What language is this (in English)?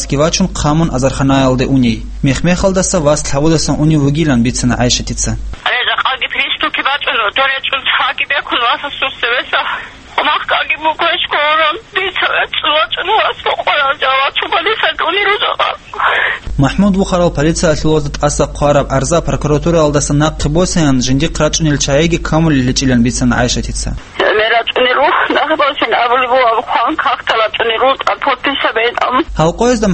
Avaric